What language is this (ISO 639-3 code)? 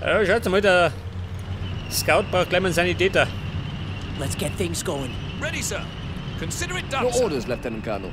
bar